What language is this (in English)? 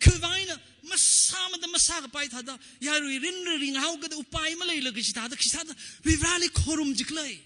Tangkhul Naga (India)